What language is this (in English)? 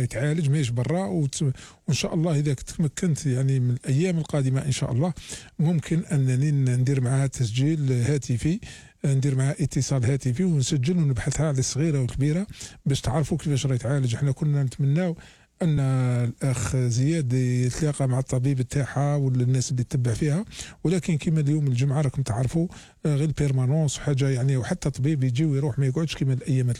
Algerian Arabic